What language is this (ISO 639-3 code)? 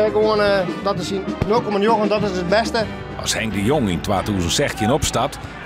fry